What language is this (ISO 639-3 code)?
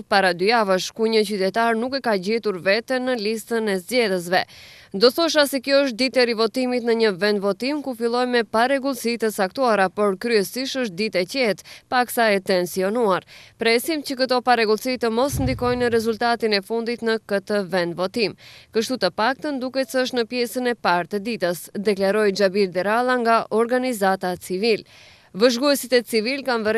sqi